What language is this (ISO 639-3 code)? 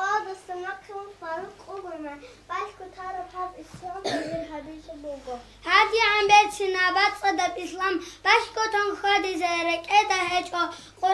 ava